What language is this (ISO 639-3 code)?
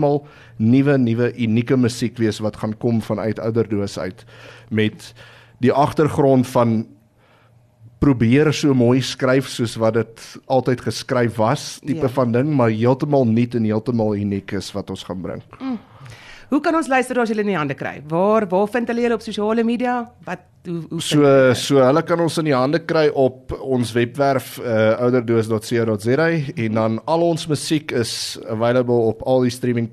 afr